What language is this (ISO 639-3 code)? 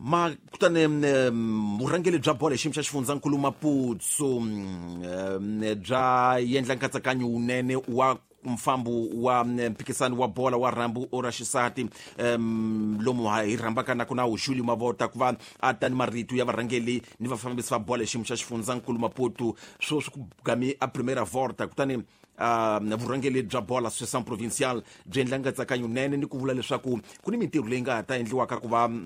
tso